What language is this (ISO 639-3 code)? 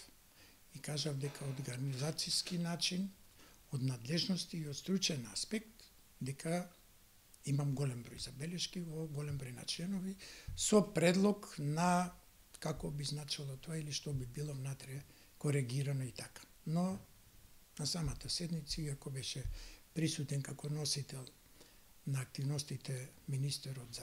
mkd